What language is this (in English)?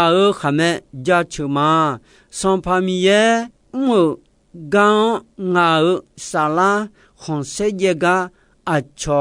Akha